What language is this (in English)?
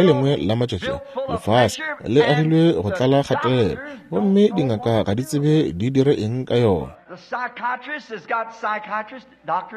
Northern Sotho